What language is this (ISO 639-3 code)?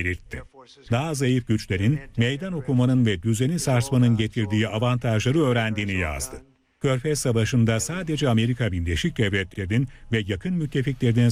tur